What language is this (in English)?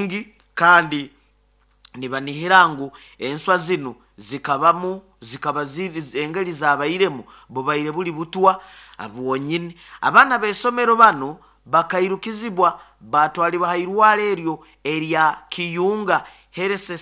Nyoro